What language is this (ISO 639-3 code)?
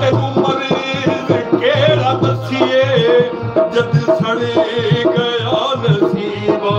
skr